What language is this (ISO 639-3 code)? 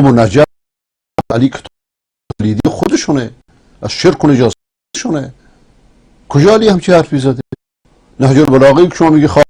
fas